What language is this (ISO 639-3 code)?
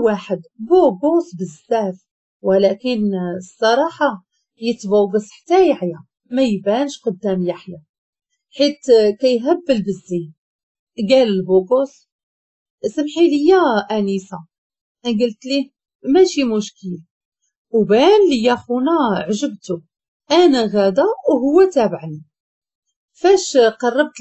ary